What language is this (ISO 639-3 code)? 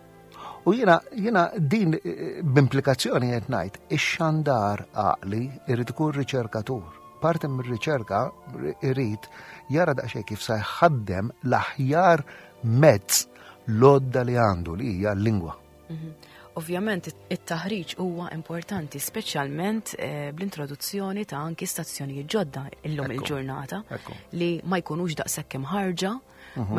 mlt